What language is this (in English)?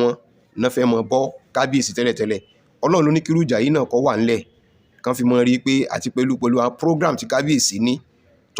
Yoruba